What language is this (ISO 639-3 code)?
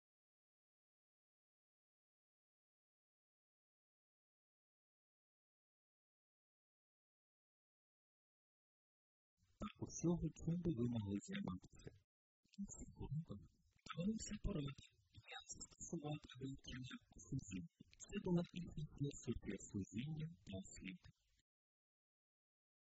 ukr